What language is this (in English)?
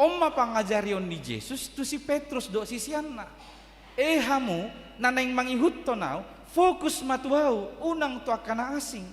Batak Toba